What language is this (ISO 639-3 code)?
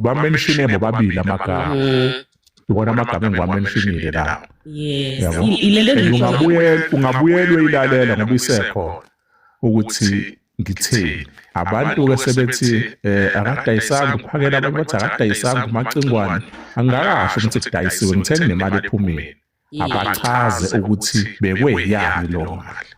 zul